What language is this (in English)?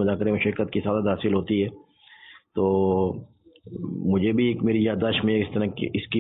Urdu